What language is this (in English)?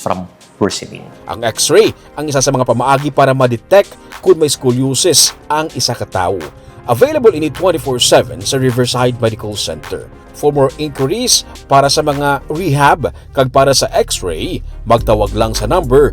Hiligaynon